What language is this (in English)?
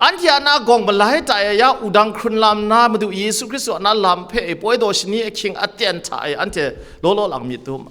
Kachin